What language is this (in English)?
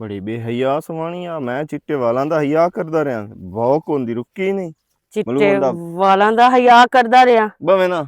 Western Panjabi